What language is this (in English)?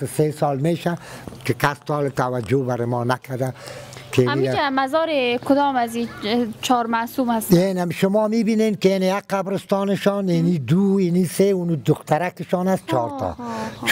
Persian